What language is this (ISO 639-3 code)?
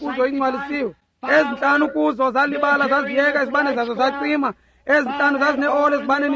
xho